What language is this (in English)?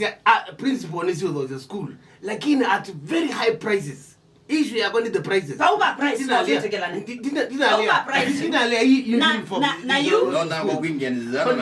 Kamba